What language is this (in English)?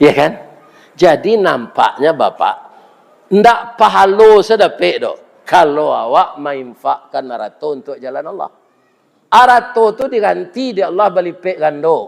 Minangkabau